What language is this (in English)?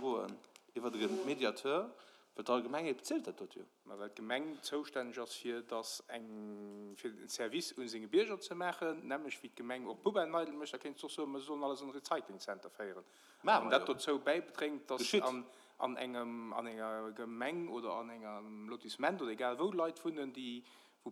Luxembourgish